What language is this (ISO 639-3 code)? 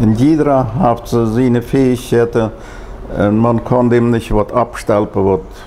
pdt